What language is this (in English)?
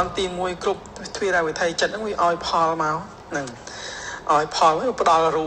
Khmer